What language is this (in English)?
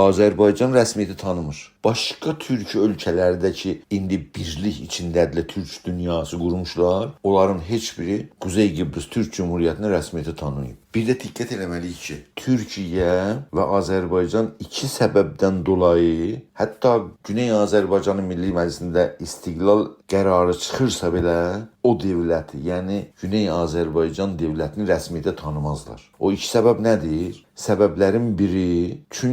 South Azerbaijani